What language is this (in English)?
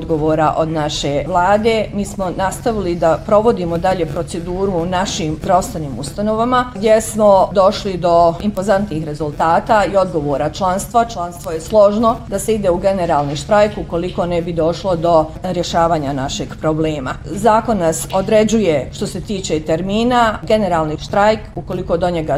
Bosnian